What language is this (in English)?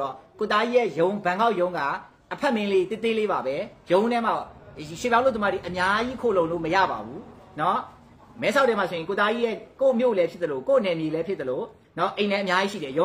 Burmese